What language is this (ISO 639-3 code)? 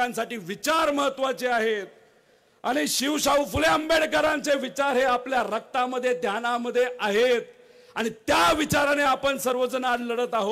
mar